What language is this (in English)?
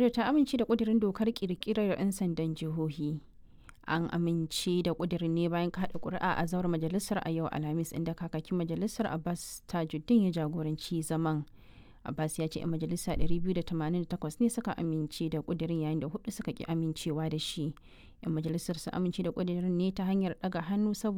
Hausa